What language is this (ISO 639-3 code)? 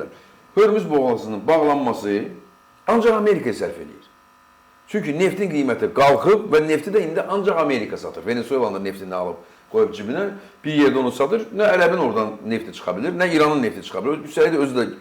aze